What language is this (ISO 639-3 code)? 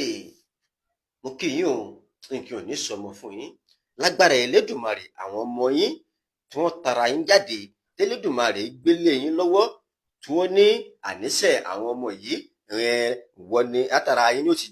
yor